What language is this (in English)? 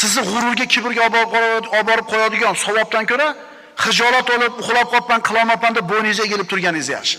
Uzbek